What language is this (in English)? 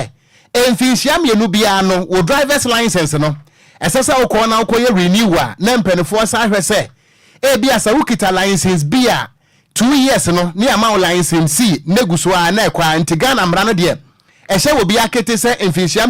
Akan